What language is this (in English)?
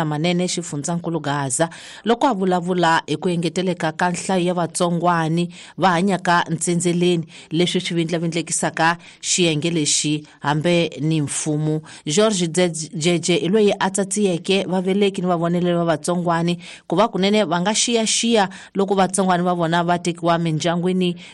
Tsonga